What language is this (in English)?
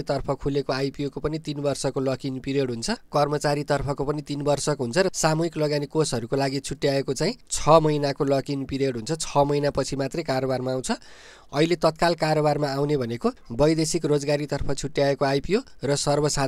Nepali